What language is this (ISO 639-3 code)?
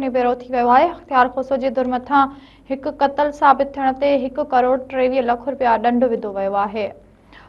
snd